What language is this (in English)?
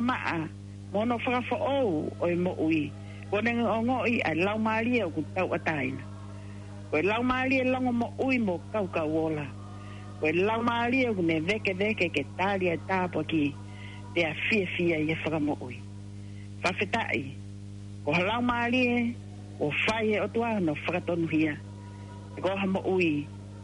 Tongan